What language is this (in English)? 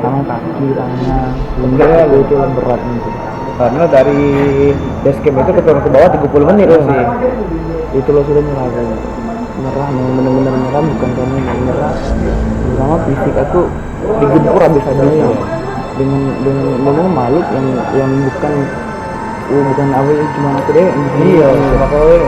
Musi